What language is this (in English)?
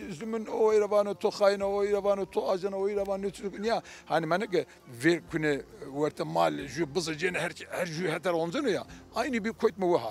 Zaza